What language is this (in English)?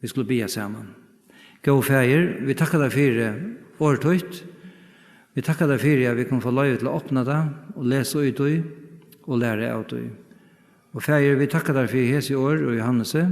Faroese